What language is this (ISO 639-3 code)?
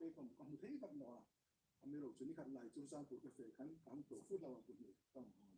hmr